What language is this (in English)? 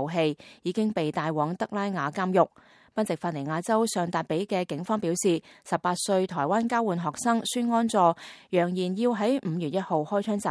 Cantonese